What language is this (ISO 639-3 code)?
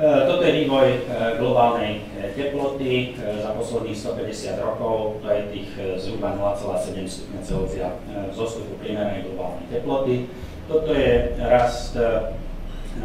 slk